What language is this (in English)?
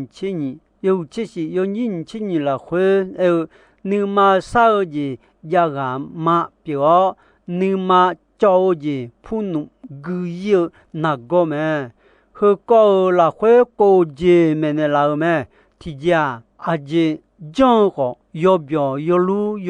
Akha